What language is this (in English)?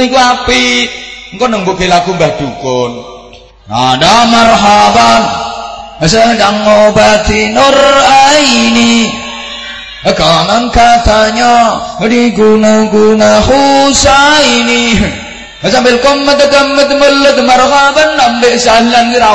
Javanese